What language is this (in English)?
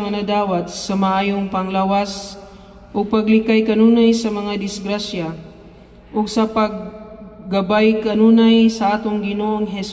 Cebuano